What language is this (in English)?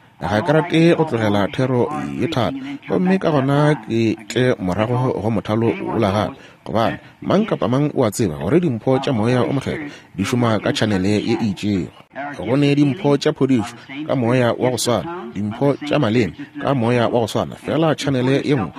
Northern Sotho